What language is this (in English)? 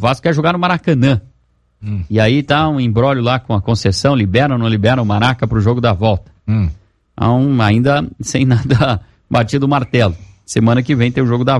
Portuguese